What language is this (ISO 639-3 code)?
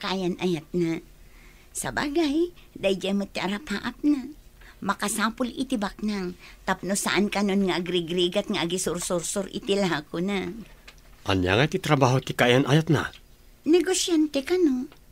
ilo